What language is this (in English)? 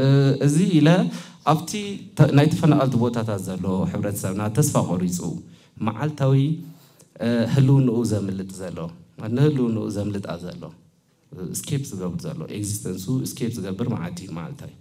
Tigrinya